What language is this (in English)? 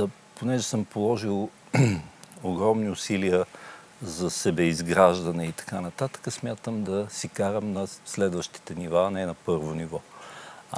Bulgarian